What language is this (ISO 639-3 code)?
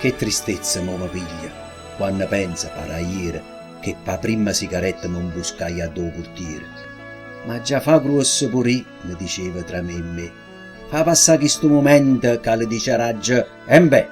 nap